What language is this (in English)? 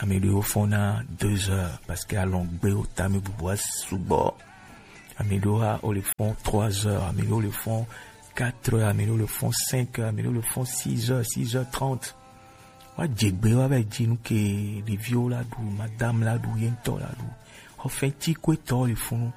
Gen